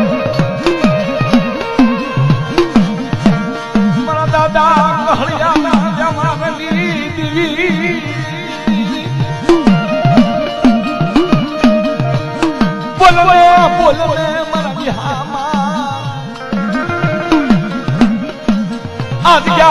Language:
Hindi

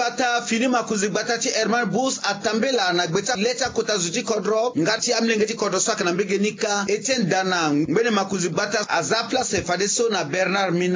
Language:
Sango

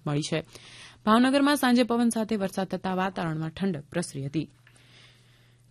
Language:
Gujarati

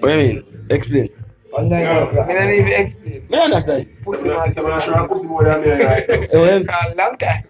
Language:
Jamaican Creole English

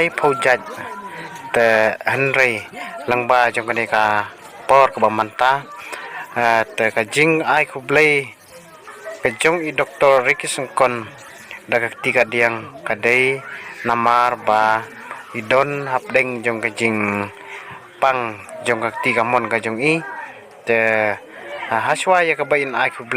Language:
Khasi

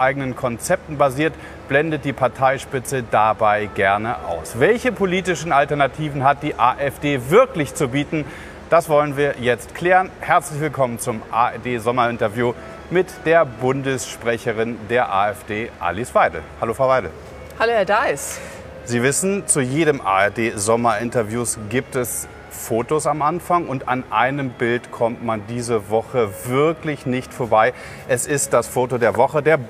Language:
German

